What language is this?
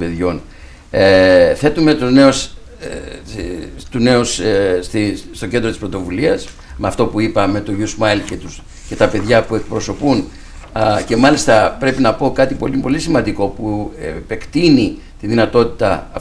Greek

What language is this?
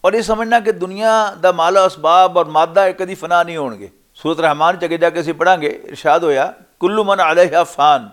Western Panjabi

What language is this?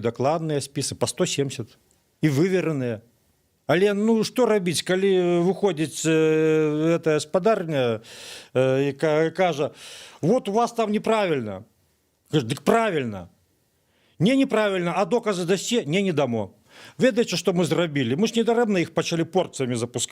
Belarusian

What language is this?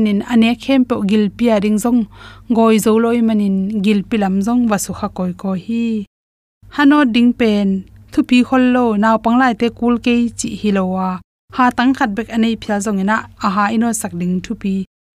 Tedim Chin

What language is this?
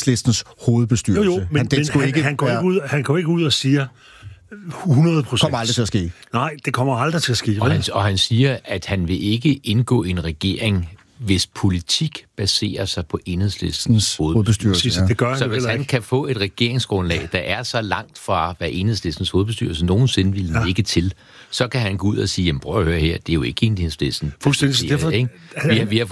Danish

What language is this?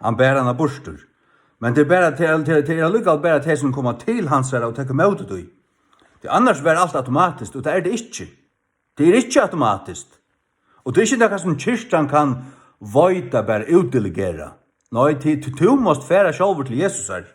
Faroese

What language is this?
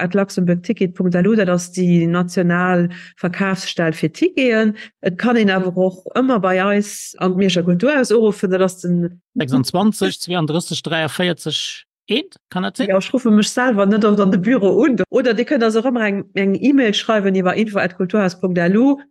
Luxembourgish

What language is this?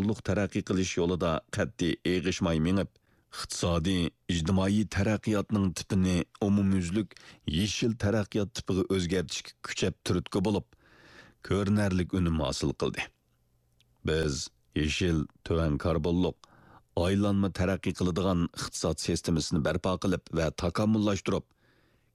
Uyghur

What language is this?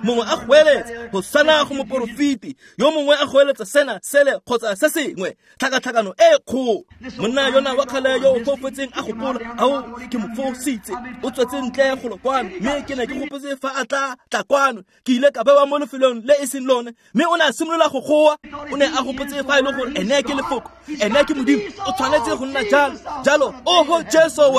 Tswana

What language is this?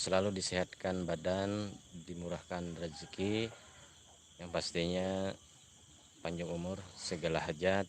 Banjar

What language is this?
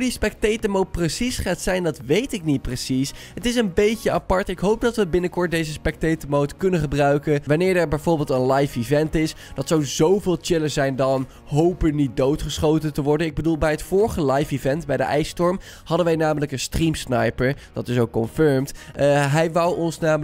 Dutch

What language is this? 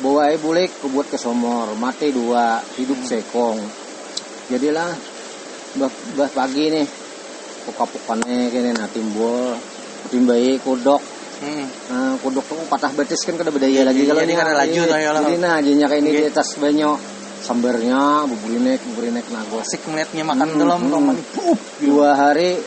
Banjar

